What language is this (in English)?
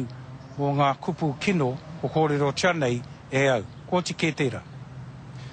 Māori